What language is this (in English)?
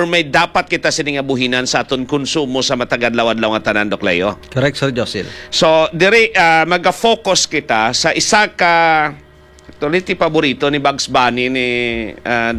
Hiligaynon